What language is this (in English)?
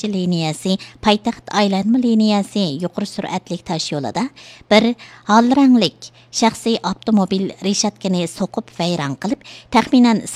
Uyghur